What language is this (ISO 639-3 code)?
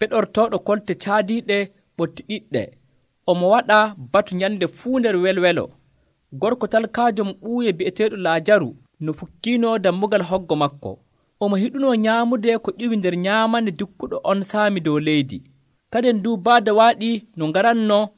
fuv